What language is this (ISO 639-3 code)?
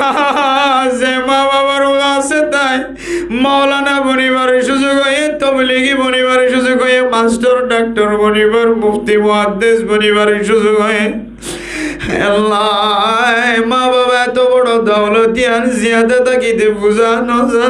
rhg